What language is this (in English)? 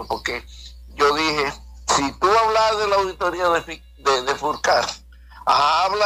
Spanish